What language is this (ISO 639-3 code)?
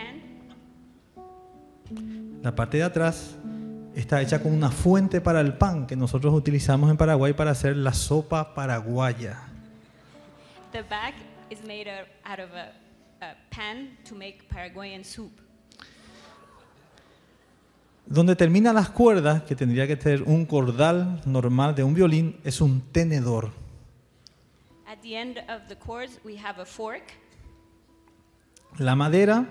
spa